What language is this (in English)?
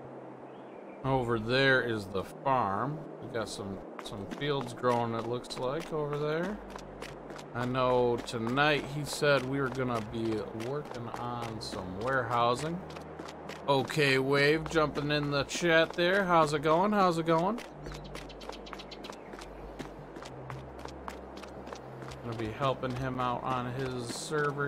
English